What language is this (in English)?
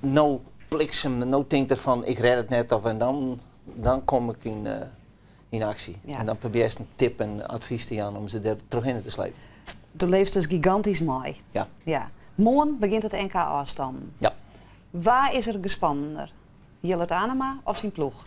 Western Frisian